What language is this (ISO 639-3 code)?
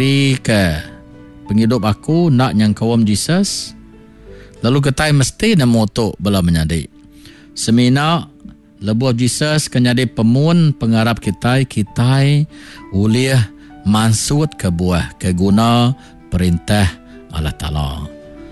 iba